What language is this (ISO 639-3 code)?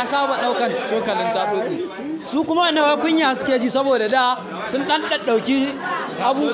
hau